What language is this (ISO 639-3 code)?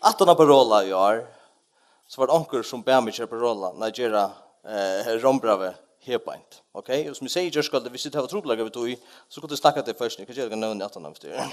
fao